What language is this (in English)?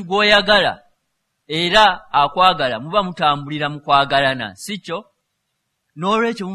Ganda